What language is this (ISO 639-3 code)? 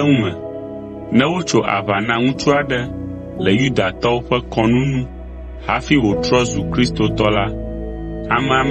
ewe